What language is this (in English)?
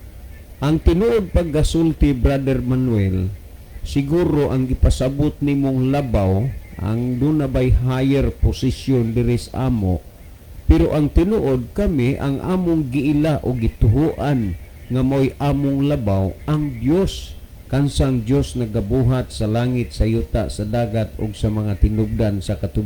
Cebuano